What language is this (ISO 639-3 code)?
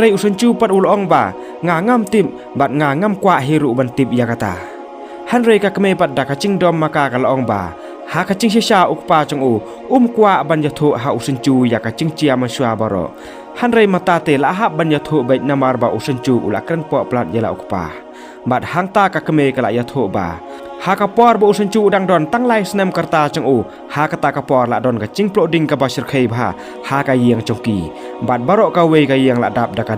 kha